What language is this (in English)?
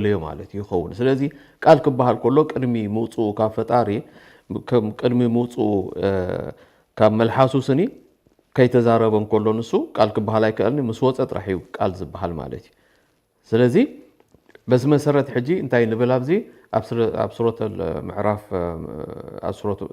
Tigrinya